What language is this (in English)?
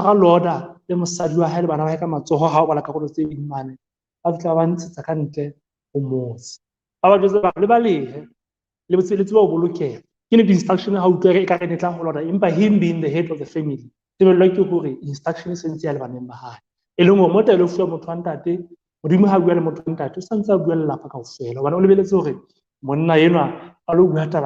Southern Sotho